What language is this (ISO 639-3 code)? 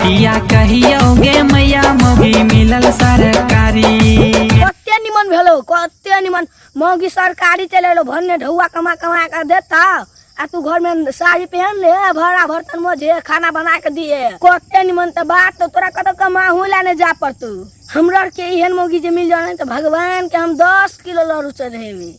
mai